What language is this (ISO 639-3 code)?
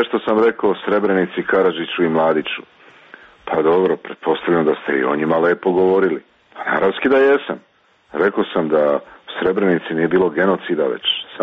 srp